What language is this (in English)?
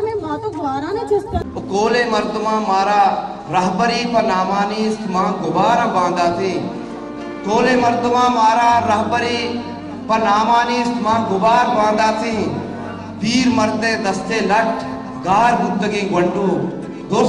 Baluchi